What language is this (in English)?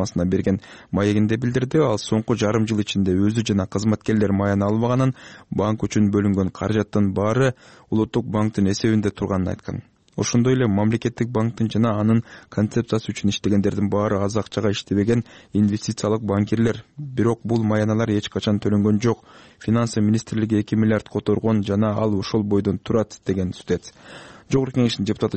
Kyrgyz